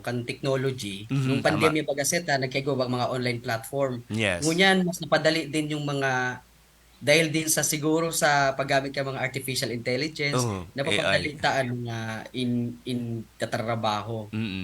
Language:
Bikol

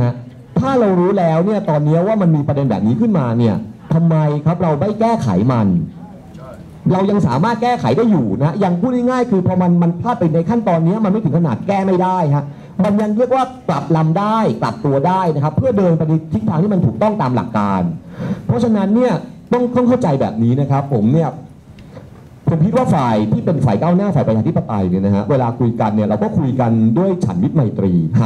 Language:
Thai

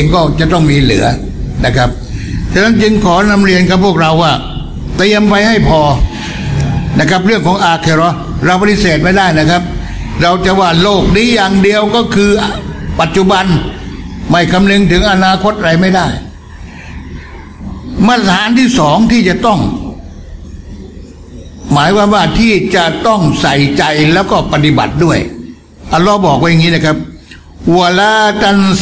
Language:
Thai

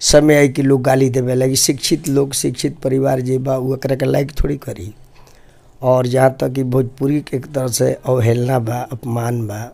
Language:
Bhojpuri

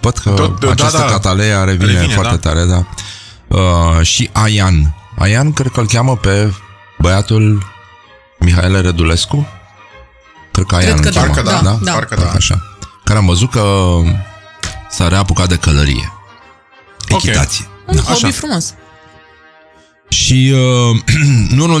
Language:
Romanian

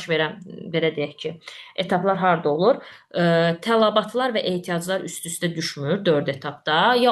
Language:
Azerbaijani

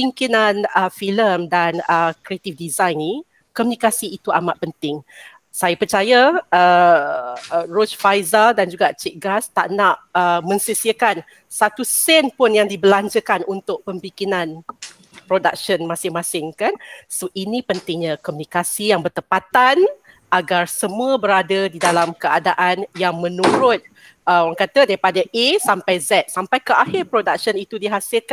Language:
Malay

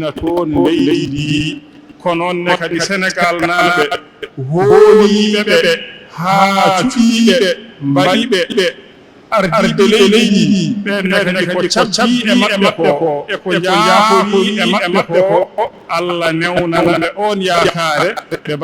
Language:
Fula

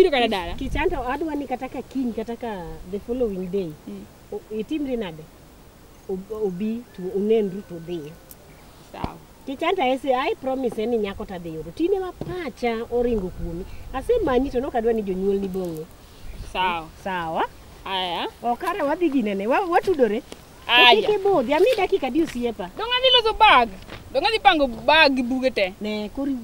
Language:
Luo (Kenya and Tanzania)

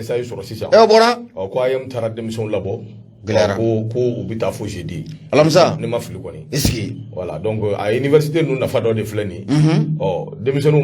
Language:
Bambara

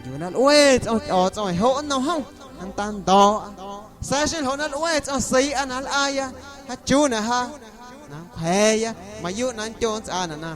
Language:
Guerrero Amuzgo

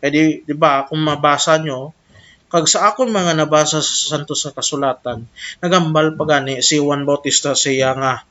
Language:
Hiligaynon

